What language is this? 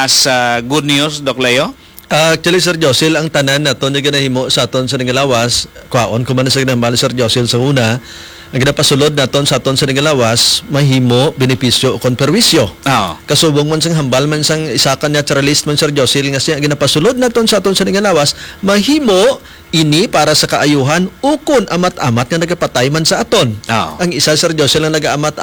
Hiligaynon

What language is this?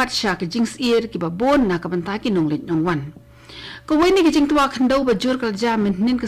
Khasi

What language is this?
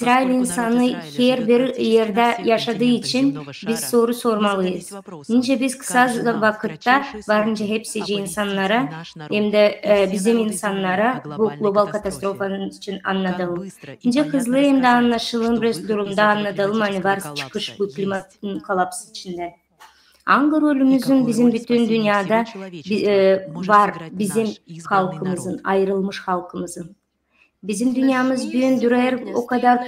Gagauz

